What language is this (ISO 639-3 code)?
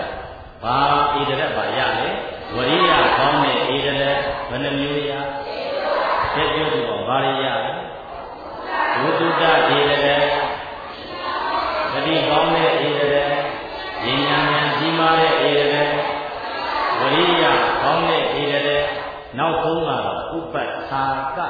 mya